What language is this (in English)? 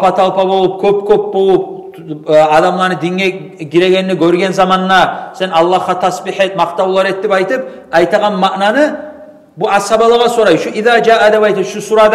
Kumyk